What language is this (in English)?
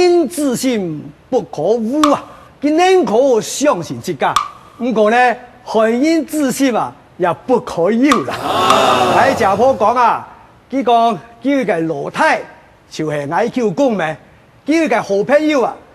Hakka Chinese